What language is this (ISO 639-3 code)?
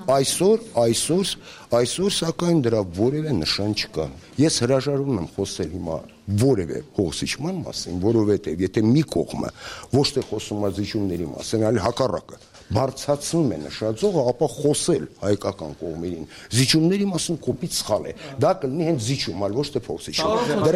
hye